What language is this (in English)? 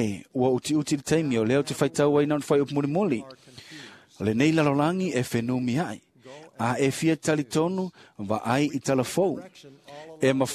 Samoan